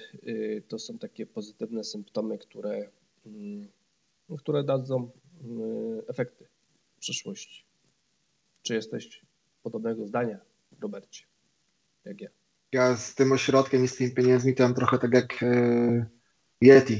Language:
Polish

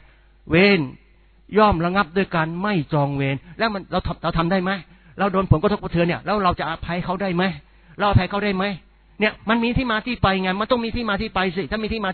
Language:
Thai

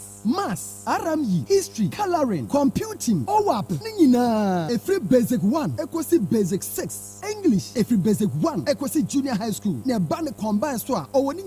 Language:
Akan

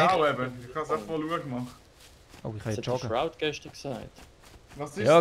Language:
Swiss German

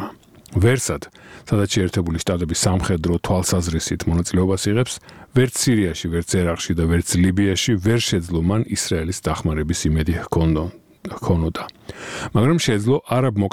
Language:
Georgian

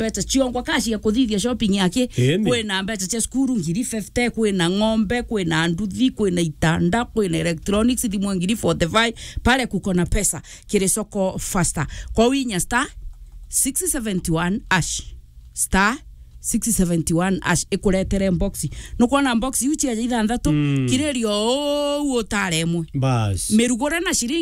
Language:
Meru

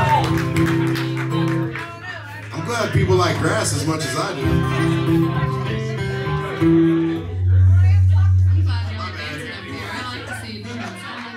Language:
English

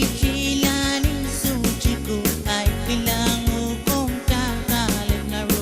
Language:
Pohnpeian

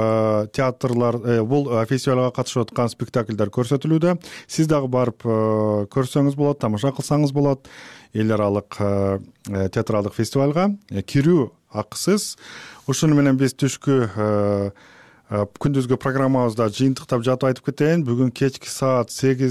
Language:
Kyrgyz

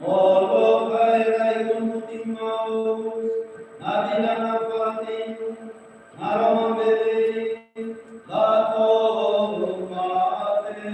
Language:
Tetum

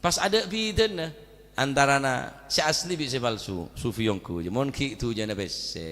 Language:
Madurese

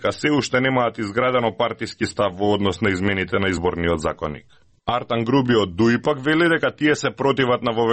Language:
Macedonian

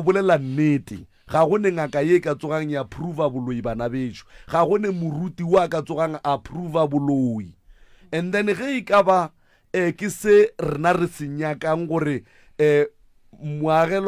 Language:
Northern Sotho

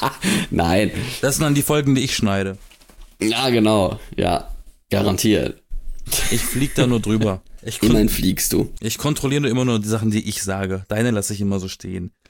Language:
German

